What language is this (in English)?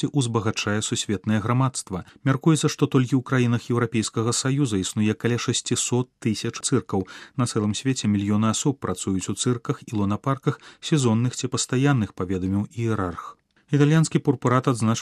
Belarusian